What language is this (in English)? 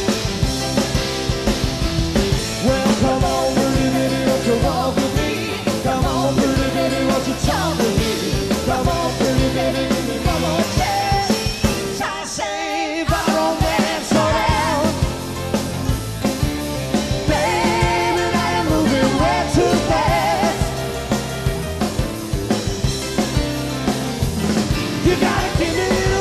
English